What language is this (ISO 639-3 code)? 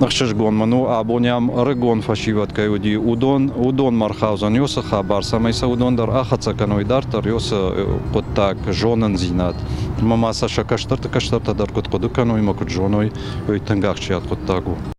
oss